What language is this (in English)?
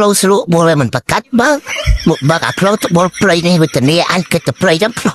Khmer